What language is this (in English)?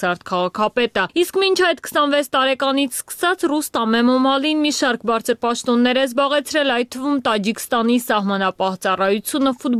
Armenian